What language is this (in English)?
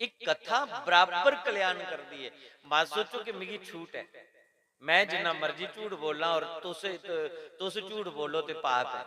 Dogri